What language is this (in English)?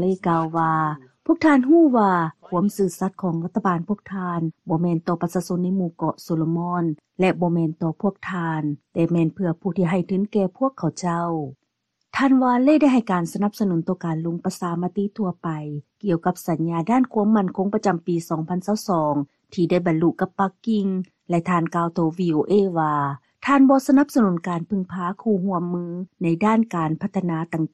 Lao